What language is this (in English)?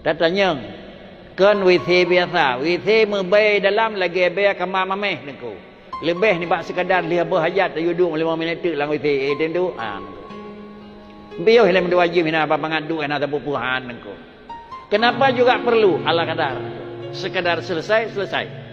Achinese